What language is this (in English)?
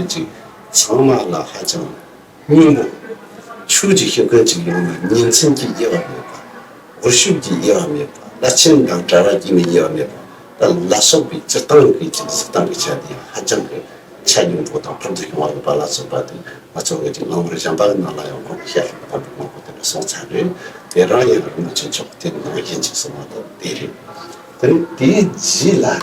Tibetan